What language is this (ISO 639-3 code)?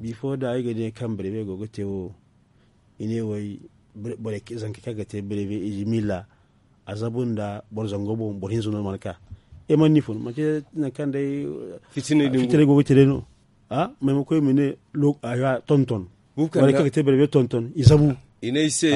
dje